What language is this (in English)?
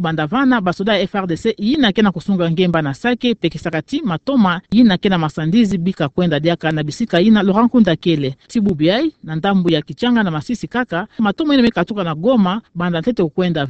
Kituba (Democratic Republic of Congo)